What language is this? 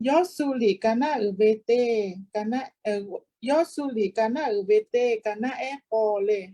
Lahu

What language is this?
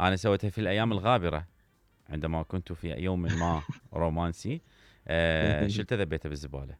Mesopotamian Arabic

